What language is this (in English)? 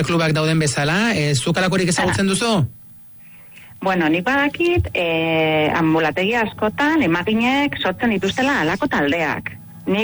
Basque